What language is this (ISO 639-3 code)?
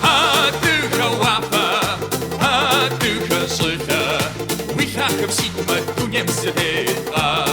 kbd